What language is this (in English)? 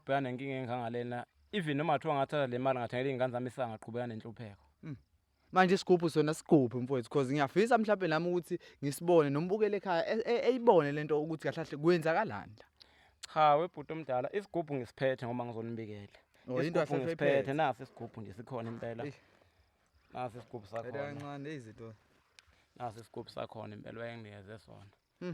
Zulu